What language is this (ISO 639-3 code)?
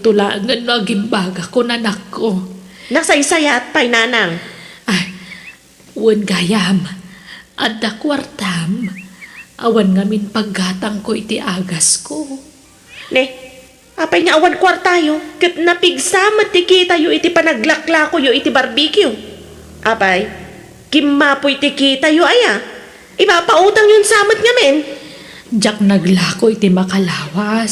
ilo